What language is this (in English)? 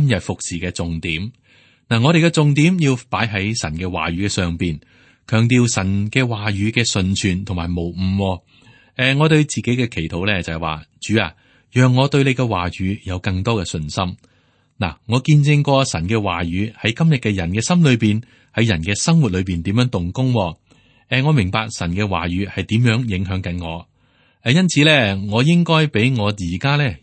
Cantonese